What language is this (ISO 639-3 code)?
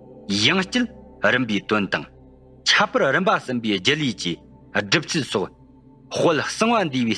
bod